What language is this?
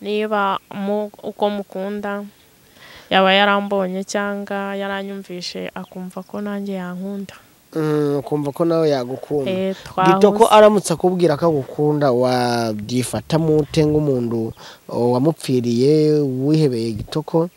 Kinyarwanda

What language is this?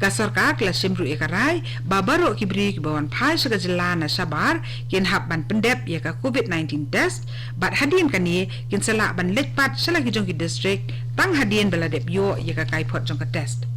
Khasi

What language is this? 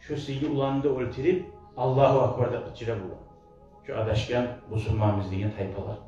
Kumyk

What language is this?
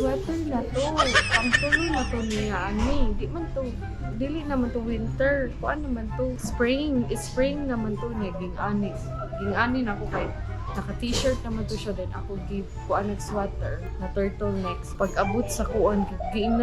Cebuano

